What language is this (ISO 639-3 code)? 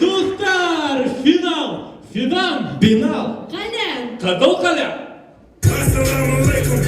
bak